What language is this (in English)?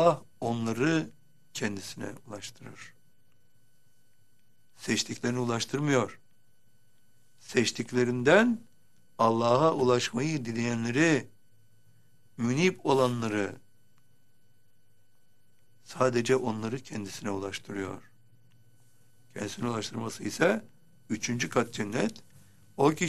Turkish